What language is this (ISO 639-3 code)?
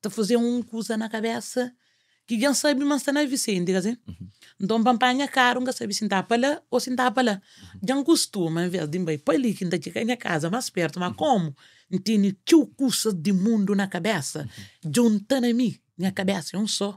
kea